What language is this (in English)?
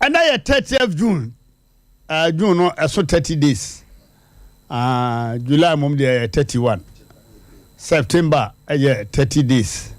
Akan